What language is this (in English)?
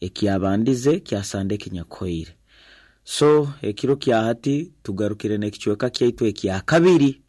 Nyankole